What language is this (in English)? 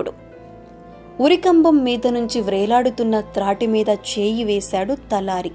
Telugu